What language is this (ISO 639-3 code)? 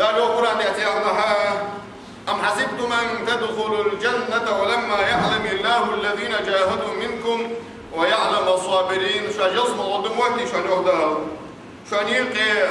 inh